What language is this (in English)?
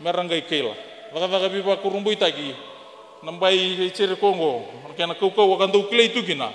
Fijian